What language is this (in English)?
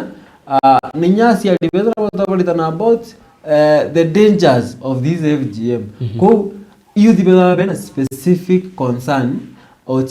Meru